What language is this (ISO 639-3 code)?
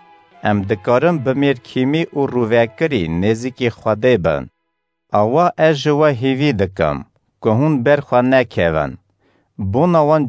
kur